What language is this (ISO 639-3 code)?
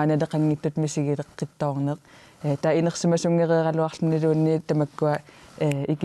kal